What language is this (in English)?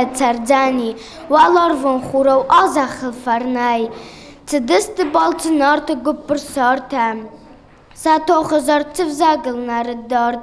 Ossetic